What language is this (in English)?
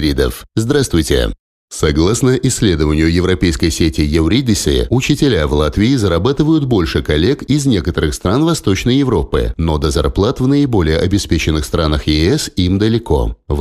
Russian